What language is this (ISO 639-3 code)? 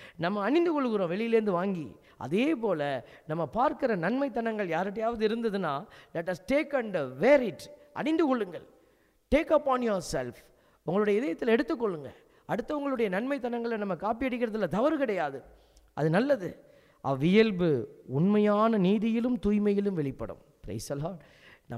tam